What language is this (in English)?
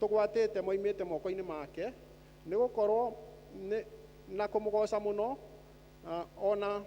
Kikuyu